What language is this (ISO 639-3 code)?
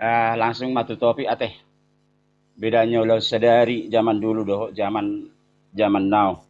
bbc